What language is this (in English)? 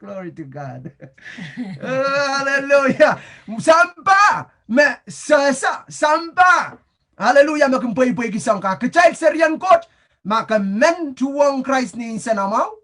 Pohnpeian